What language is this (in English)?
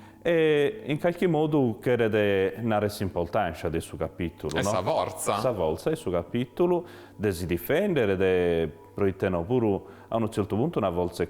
Sardinian